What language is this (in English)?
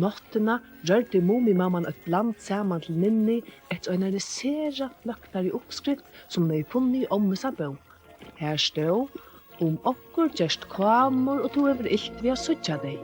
Faroese